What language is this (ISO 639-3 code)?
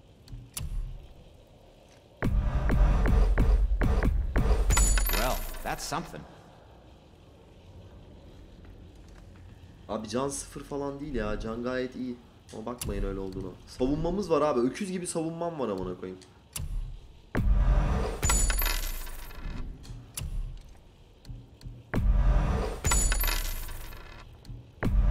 tur